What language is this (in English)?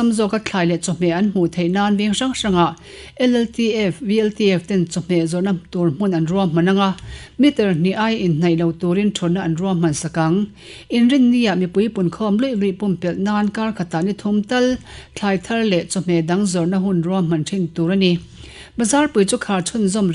Mizo